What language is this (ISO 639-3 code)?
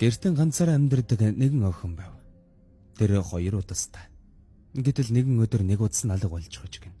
mon